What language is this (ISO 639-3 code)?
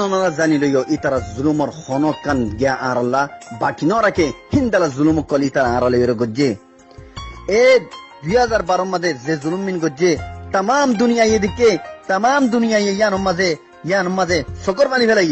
rhg